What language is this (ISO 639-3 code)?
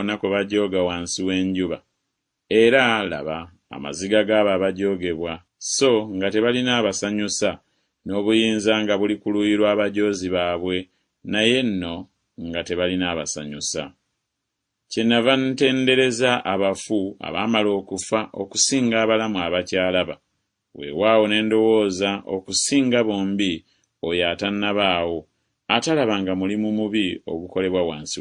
lug